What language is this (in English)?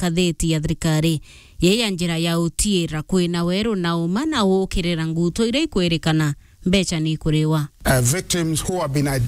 Meru